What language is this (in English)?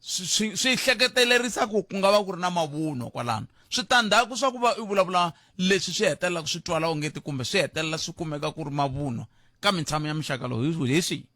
Tsonga